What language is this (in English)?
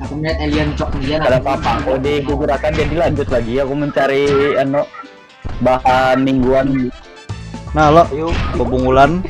Banjar